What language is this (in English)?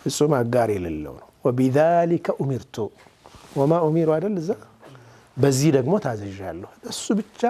Amharic